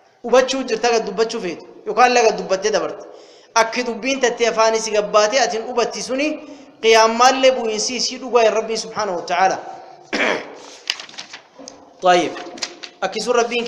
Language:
Arabic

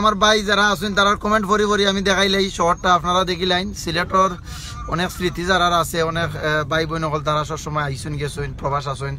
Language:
Sylheti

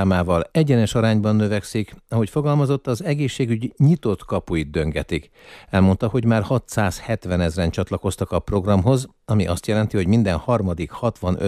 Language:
Hungarian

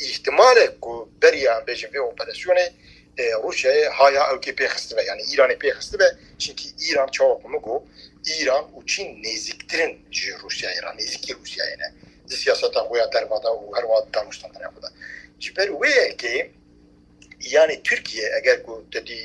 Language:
Kurdish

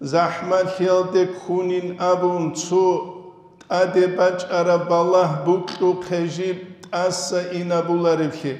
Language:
Avaric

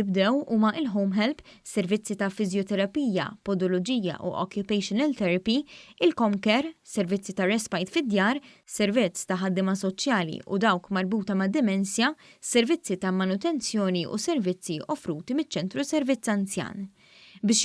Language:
Maltese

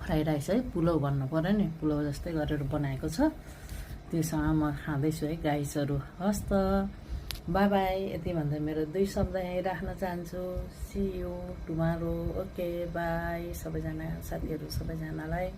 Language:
Nepali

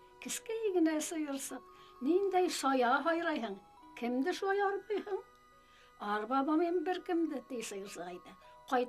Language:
Bashkir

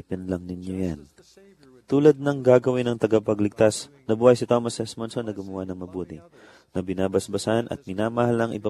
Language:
Filipino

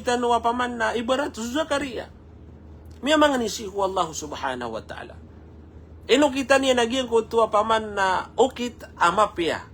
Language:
Maranao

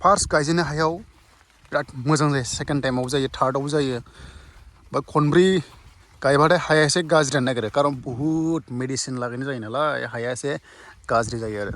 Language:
Bodo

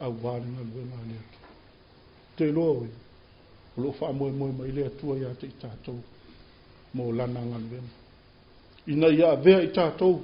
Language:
Samoan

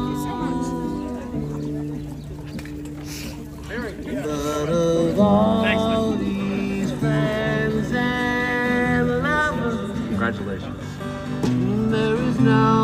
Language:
English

